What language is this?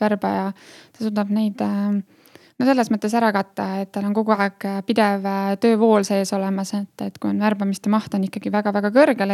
Estonian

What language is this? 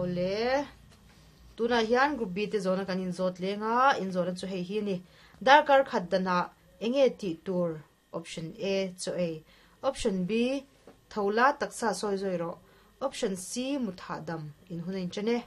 Mizo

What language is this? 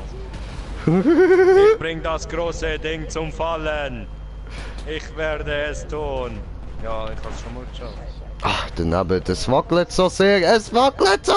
Swiss German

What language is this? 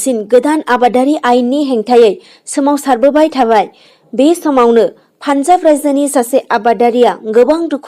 Bodo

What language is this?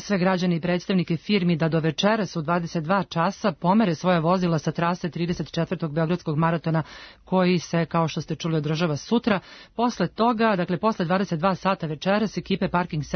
Serbian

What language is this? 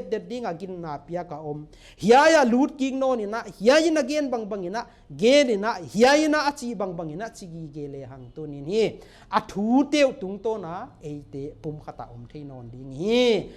Paite Chin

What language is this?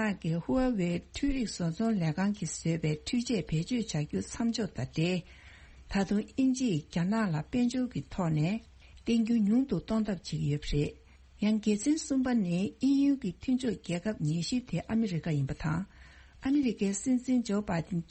Tibetan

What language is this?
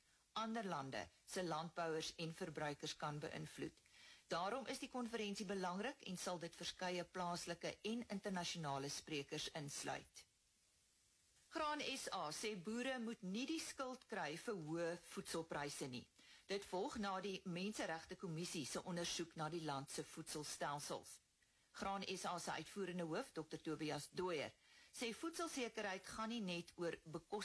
Afrikaans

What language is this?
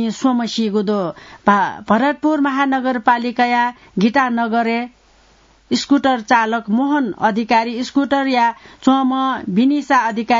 Newari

